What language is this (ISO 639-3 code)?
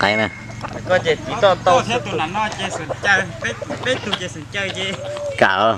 hmn